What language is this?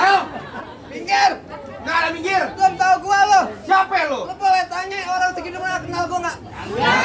Betawi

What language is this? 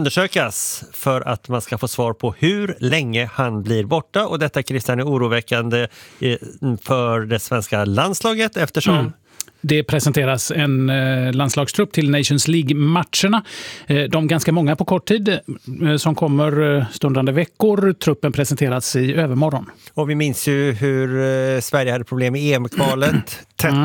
Swedish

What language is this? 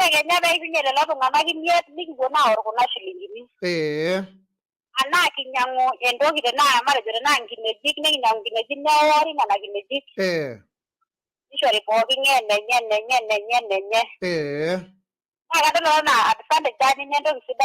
Masai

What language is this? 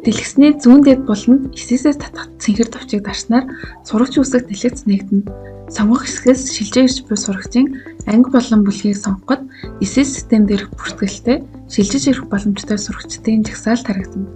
Mongolian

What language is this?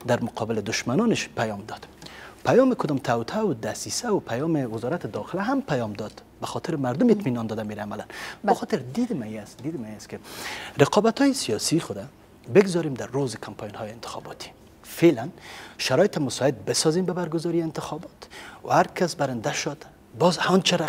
Persian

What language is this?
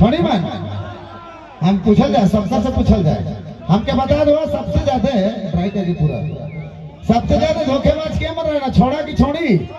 Sadri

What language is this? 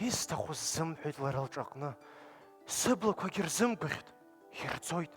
Abkhazian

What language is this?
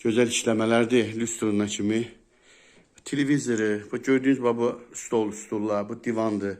Azerbaijani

